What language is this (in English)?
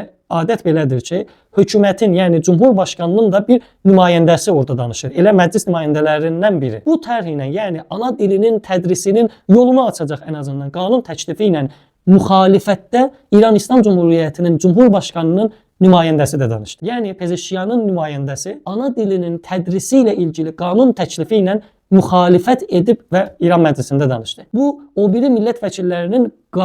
Azerbaijani